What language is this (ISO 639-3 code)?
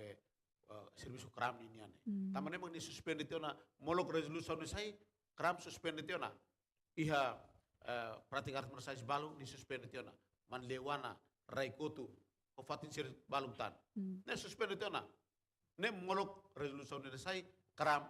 tet